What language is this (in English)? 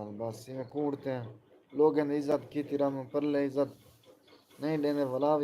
Saraiki